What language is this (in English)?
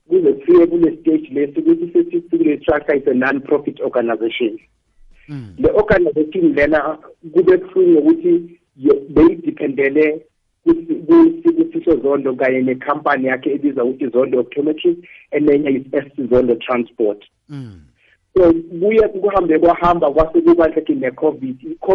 South Ndebele